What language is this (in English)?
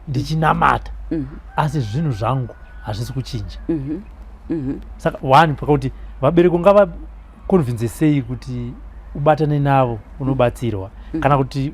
Shona